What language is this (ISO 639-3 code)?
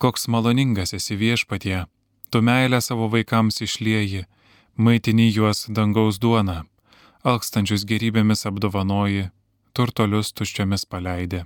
lit